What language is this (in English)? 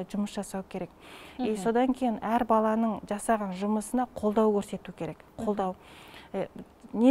Kazakh